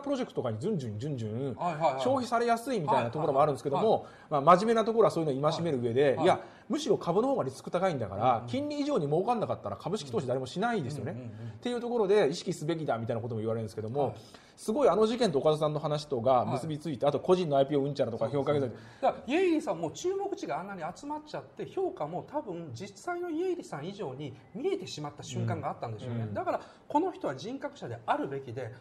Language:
Japanese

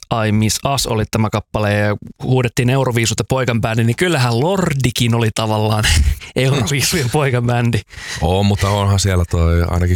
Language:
Finnish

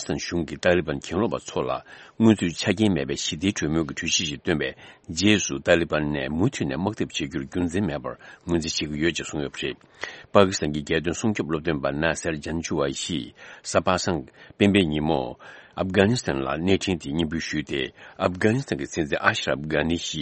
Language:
Tibetan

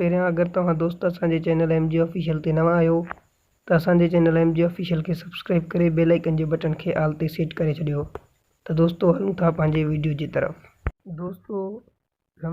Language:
Sindhi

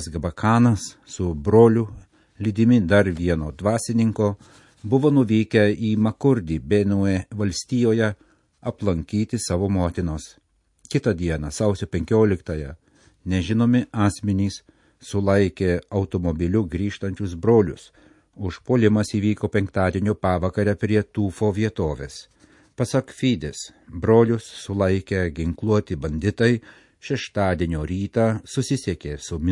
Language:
Lithuanian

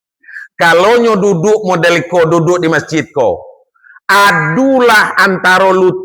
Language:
Minangkabau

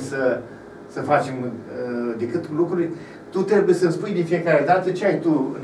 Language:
Romanian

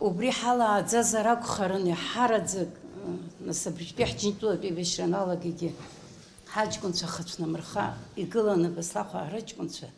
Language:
Abkhazian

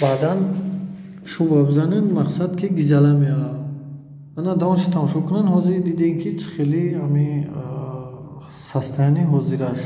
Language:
Tajik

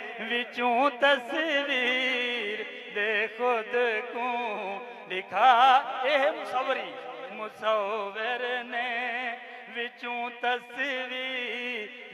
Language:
Saraiki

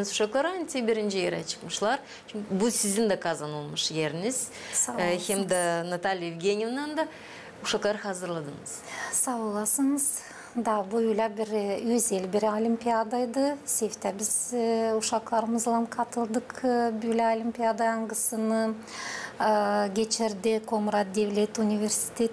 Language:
Gagauz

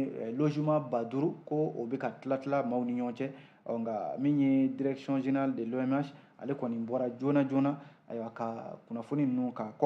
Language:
Bambara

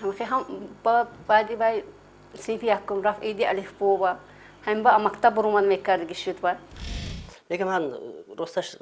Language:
Tajik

